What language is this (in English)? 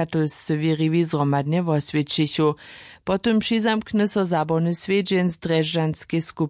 Upper Sorbian